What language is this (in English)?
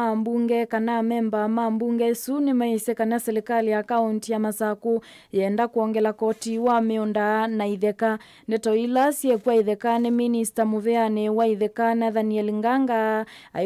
Kamba